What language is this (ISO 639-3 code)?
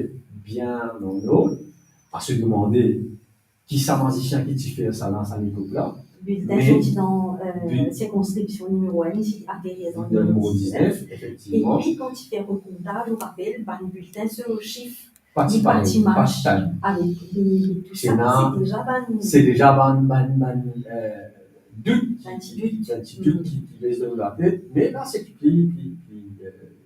mfe